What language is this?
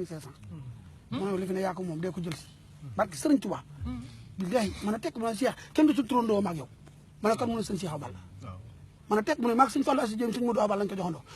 Wolof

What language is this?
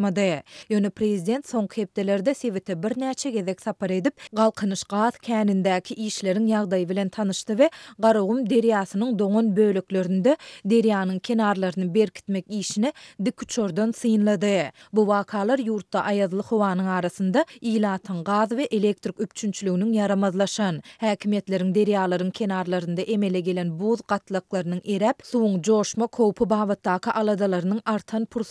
Turkmen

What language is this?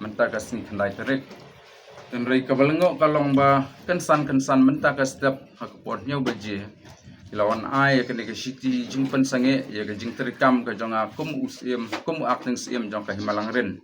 Khasi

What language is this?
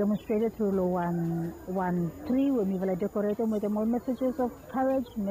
Bislama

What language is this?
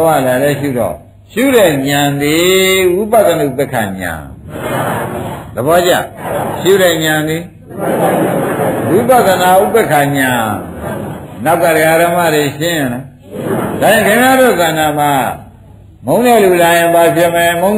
Burmese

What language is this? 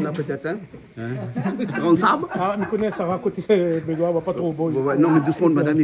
Réunion Creole French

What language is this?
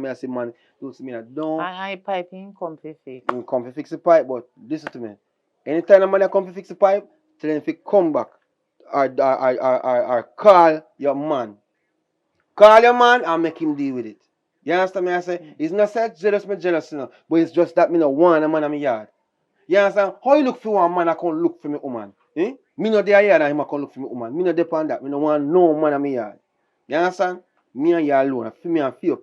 Jamaican Creole English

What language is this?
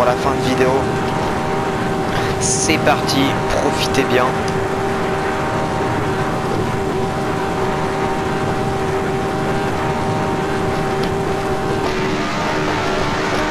French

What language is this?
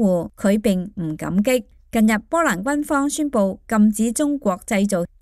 Cantonese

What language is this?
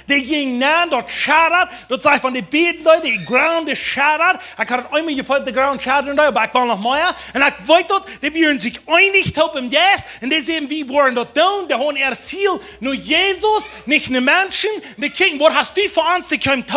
Plautdietsch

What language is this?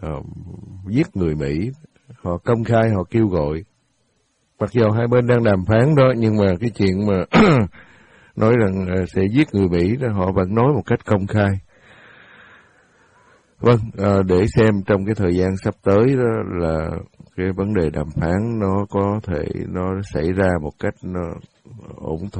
Vietnamese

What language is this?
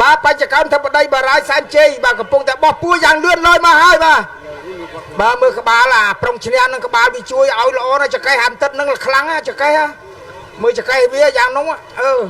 Khmer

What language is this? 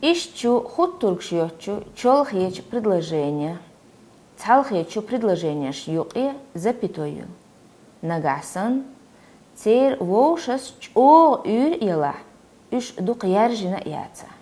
Chechen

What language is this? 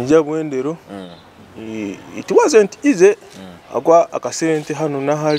Nyoro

